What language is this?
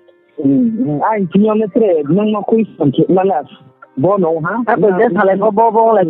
Riang (India)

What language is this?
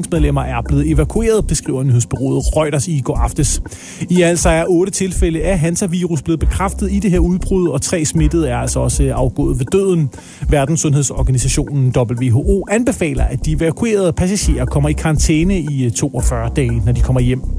Danish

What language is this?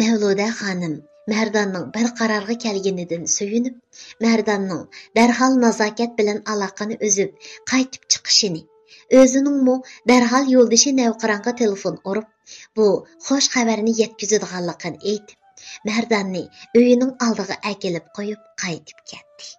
Uyghur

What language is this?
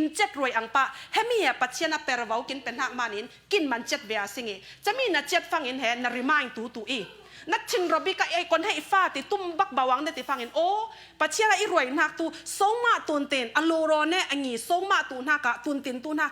Falam Chin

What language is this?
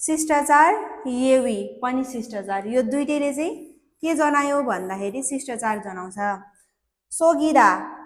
Nepali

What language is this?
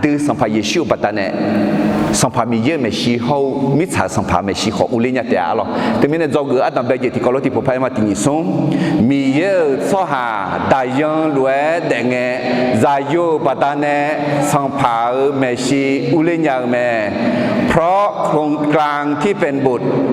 Akha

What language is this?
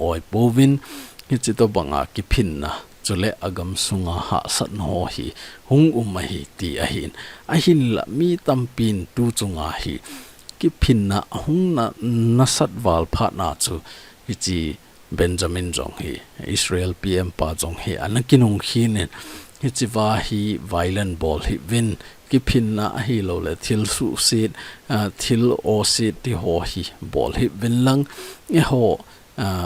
Thado Chin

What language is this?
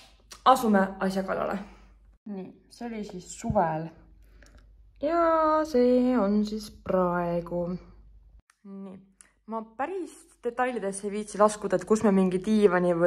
Estonian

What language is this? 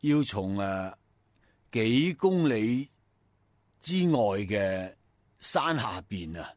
Cantonese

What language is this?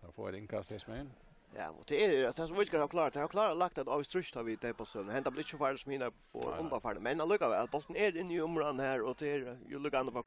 Faroese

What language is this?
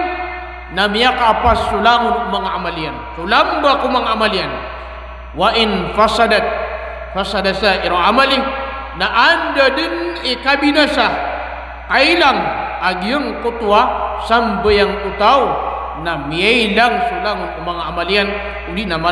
Maranao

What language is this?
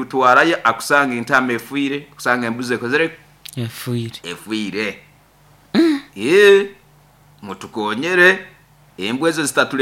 Nyoro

